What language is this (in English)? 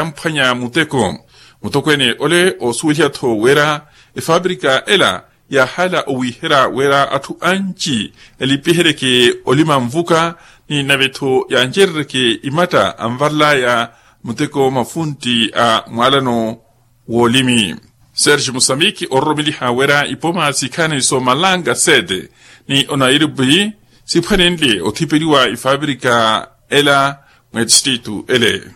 Makhuwa